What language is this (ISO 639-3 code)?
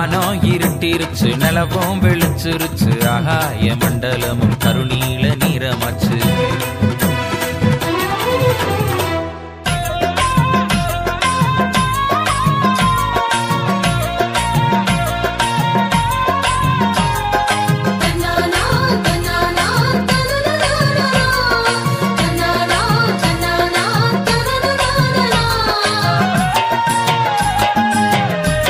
tam